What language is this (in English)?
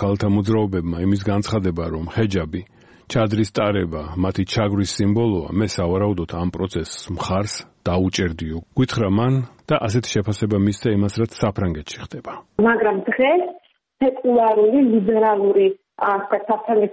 Georgian